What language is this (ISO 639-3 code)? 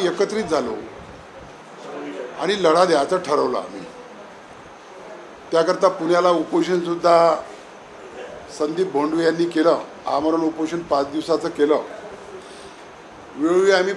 mar